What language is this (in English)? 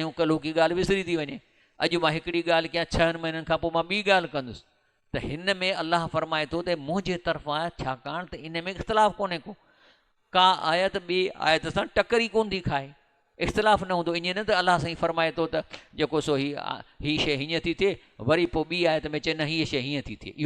Sindhi